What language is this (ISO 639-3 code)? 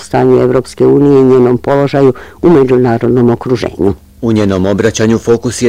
bos